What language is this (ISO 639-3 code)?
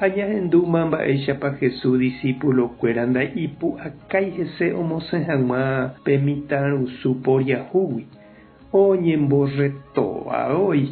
grn